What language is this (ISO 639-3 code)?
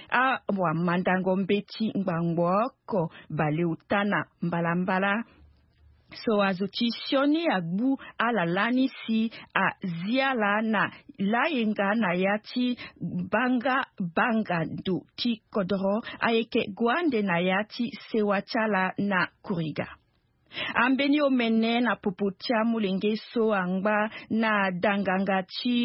sag